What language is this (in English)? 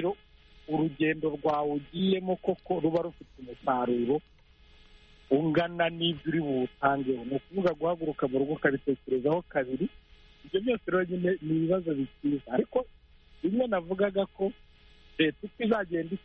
Kinyarwanda